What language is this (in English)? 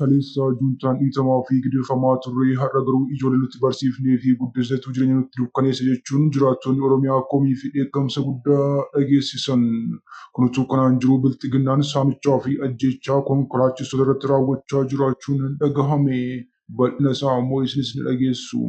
Oromo